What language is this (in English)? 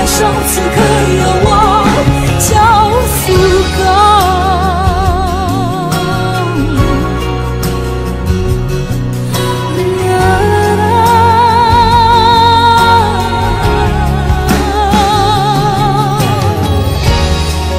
Chinese